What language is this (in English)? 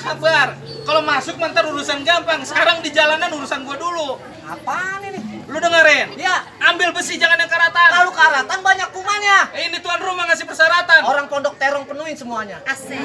Betawi